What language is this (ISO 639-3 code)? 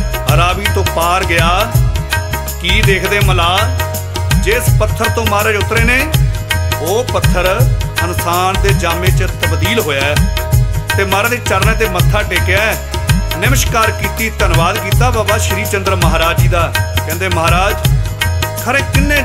pan